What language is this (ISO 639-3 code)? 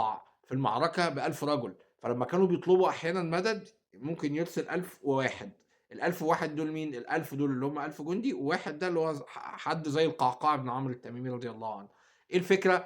arz